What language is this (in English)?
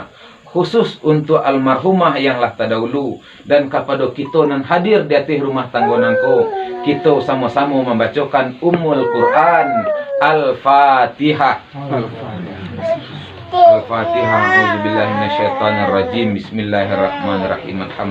Minangkabau